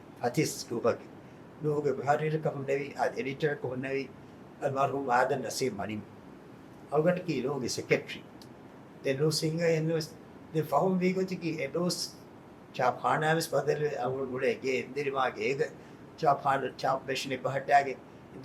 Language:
Divehi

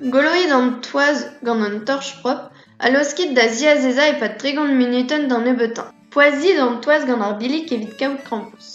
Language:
Breton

